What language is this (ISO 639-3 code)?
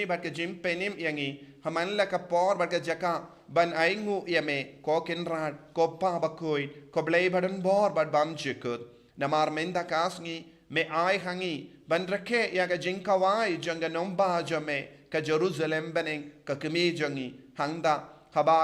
kha